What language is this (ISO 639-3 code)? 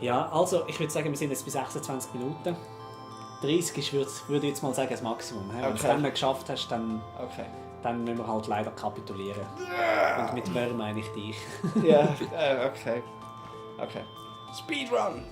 gsw